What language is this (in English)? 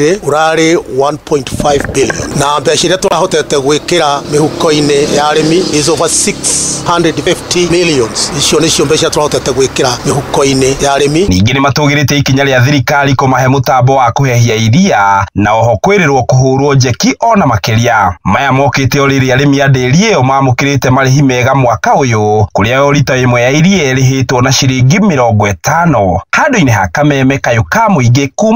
Kikuyu